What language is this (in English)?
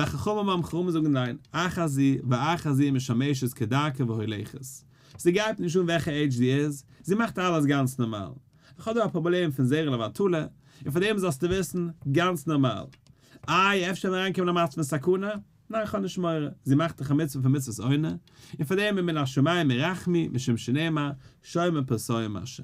Yiddish